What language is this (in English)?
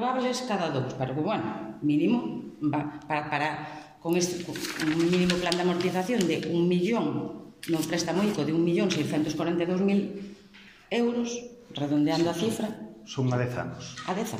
Galician